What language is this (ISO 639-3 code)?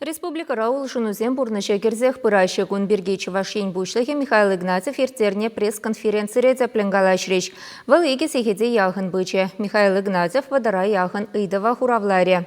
chv